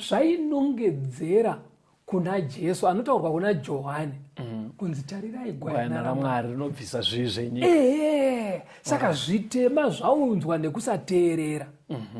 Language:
Shona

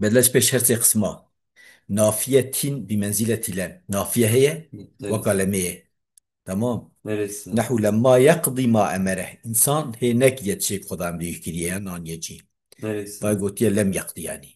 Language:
Kurdish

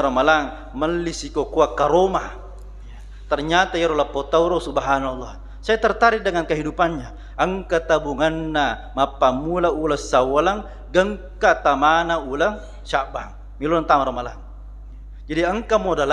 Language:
Buginese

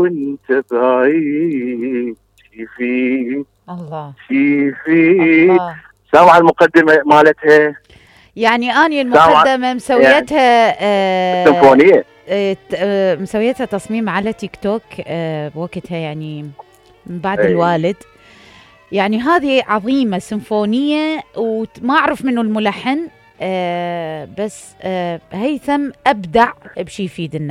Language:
Mesopotamian Arabic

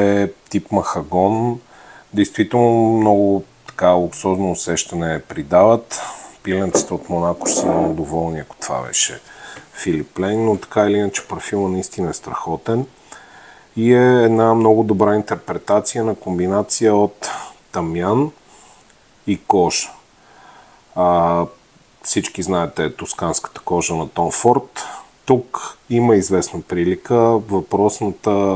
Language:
Bulgarian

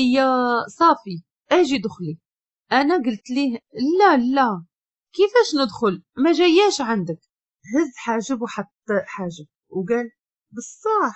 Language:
Moroccan Arabic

